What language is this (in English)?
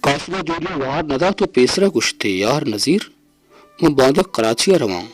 Baluchi